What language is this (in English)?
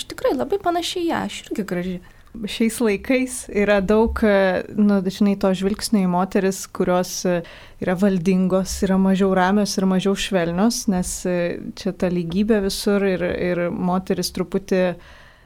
Lithuanian